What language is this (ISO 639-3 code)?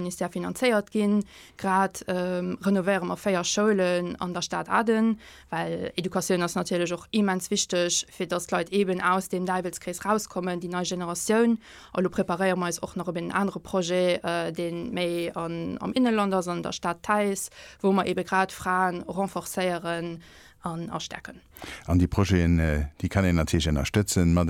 ltz